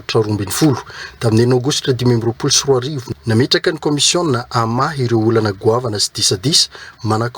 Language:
Malagasy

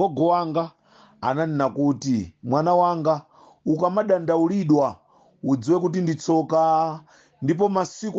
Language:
Nyanja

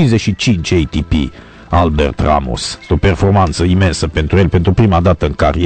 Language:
Romanian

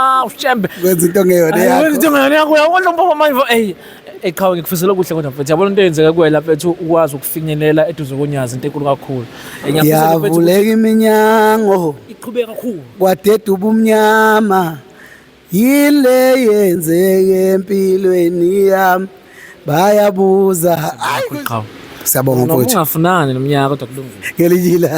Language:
Zulu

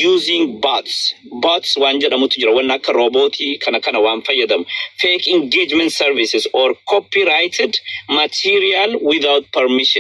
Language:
Oromo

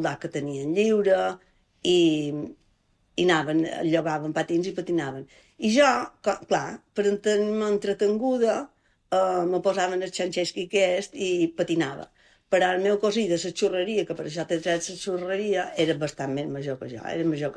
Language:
Catalan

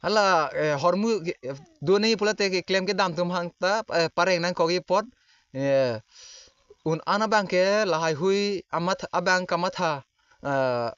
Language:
Karbi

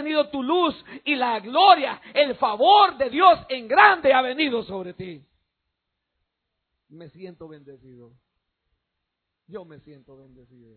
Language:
Spanish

